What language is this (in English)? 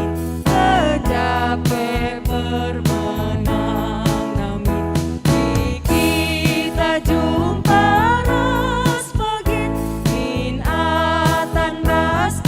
Batak Karo